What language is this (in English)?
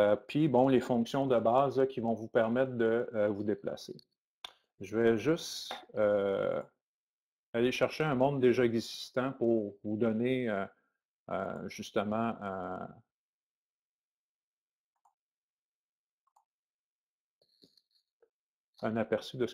French